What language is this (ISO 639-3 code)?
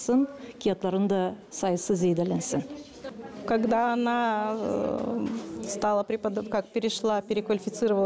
gag